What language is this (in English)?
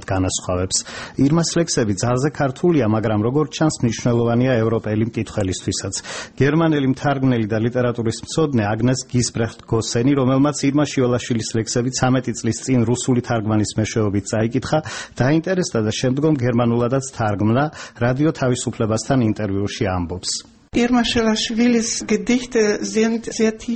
Georgian